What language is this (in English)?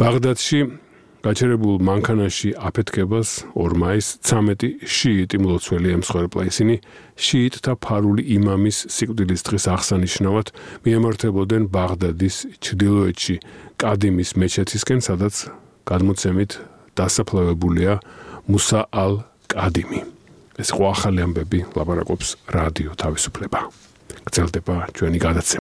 Georgian